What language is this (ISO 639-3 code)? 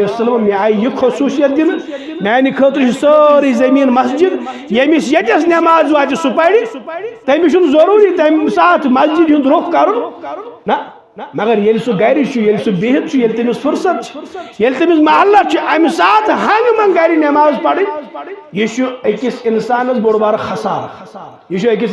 kas